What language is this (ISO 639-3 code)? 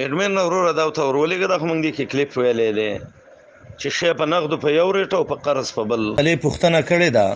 pus